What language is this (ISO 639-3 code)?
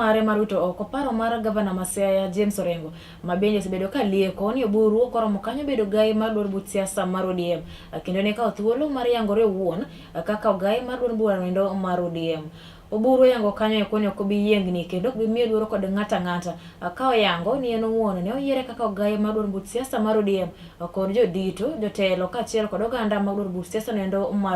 luo